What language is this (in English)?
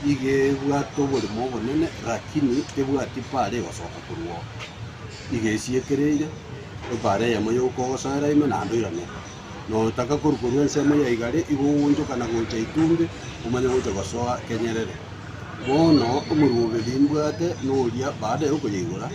Gusii